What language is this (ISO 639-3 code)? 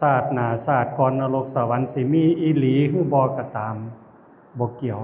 lao